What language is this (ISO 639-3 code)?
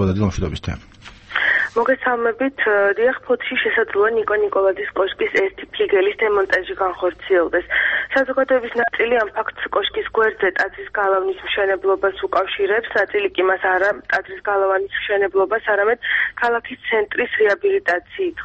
kat